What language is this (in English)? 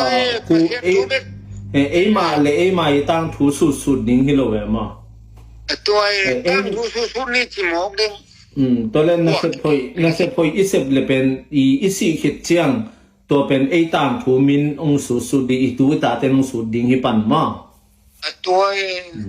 Tedim Chin